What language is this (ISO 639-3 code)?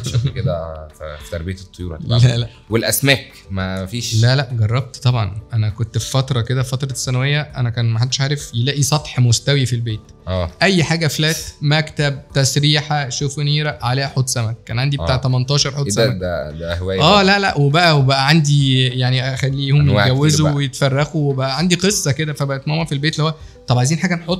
arz